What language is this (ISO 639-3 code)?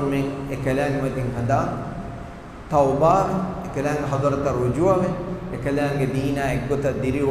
div